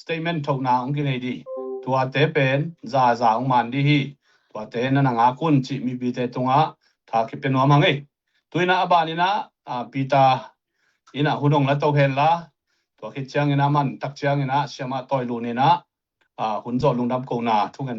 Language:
Tedim Chin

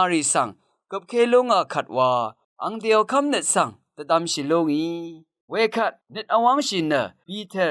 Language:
Rawang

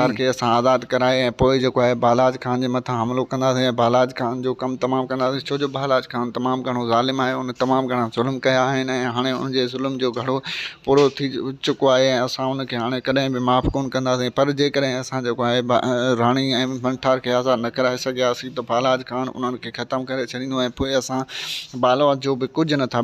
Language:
Sindhi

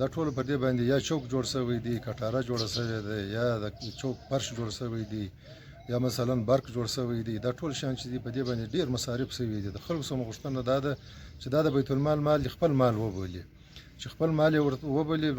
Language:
Pashto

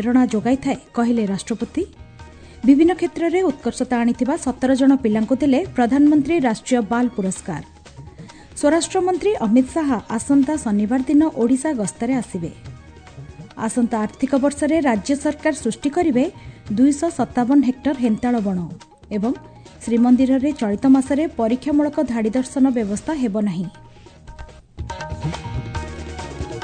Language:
Odia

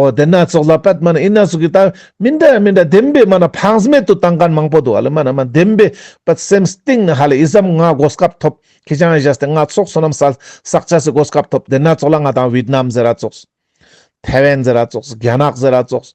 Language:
Ladakhi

